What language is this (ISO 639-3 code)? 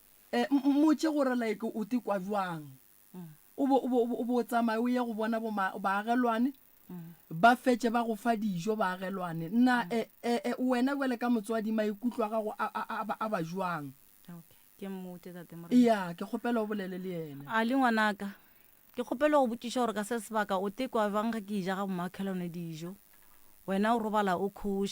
nso